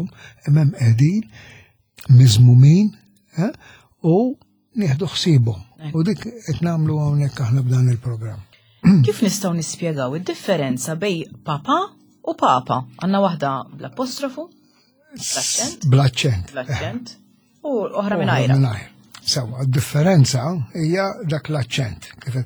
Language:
Maltese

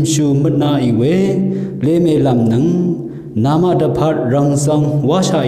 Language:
Rawang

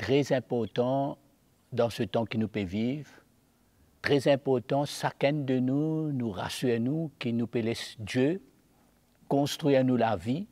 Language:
Morisyen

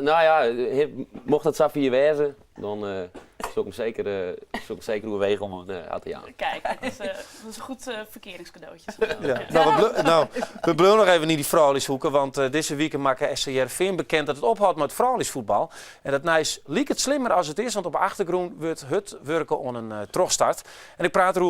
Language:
Western Frisian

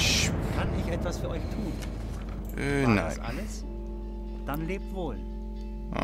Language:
Swiss German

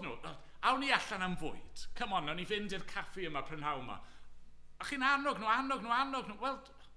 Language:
Welsh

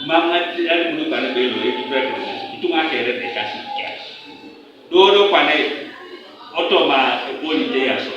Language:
Teso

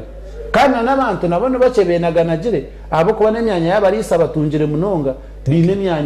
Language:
Nyankole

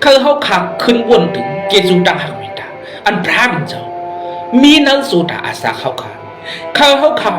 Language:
Shan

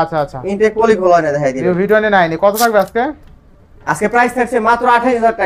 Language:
Bangla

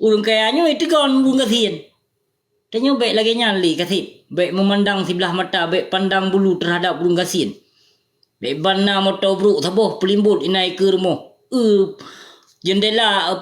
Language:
Achinese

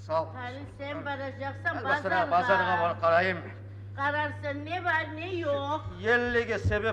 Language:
Kumyk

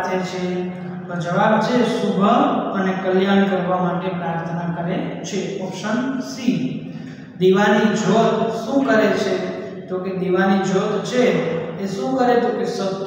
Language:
Gujarati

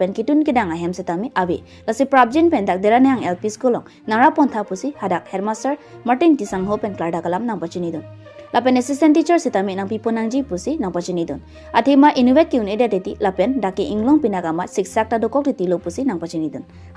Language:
Karbi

